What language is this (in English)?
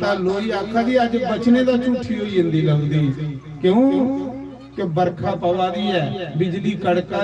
Dogri